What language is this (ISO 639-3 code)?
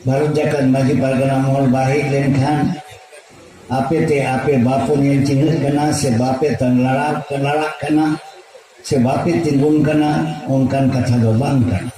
sat